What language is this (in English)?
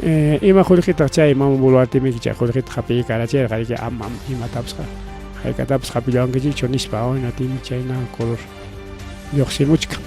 Ayacucho Quechua